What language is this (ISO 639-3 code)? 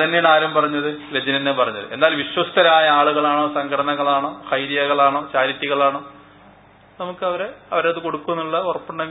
mal